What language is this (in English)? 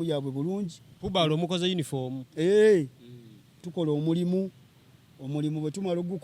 Ganda